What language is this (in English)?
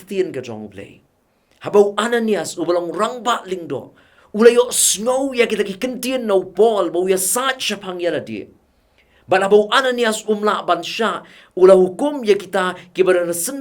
Khasi